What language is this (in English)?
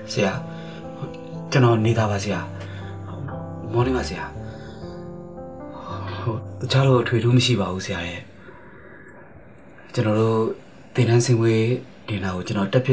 Burmese